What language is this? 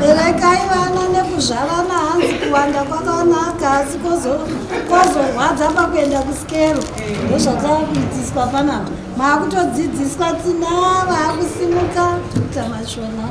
Shona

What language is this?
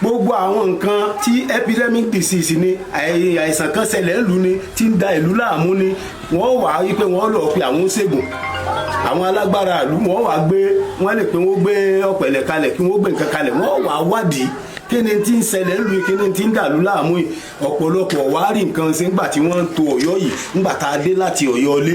Yoruba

